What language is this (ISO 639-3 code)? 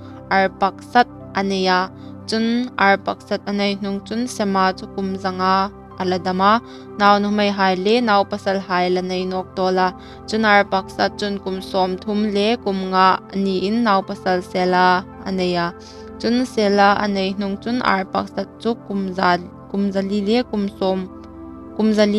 hmr